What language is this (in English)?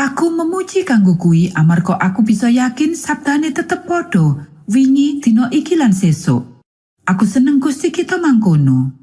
Javanese